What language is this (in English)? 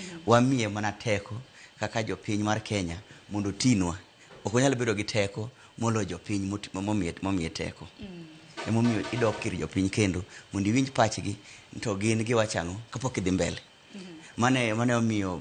Luo (Kenya and Tanzania)